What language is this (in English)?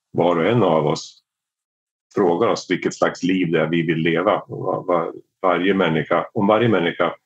Swedish